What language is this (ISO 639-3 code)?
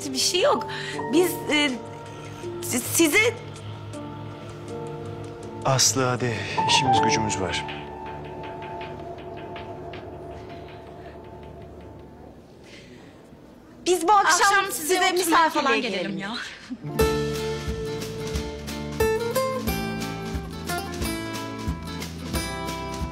tur